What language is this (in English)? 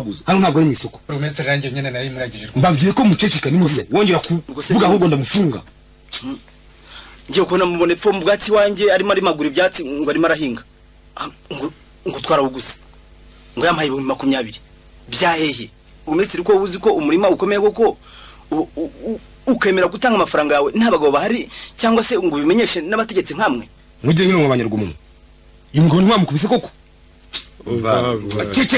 Kinyarwanda